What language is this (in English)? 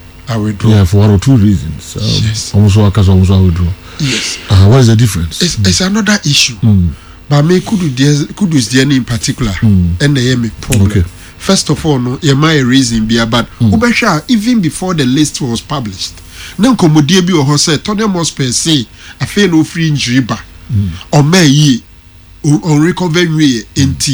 Akan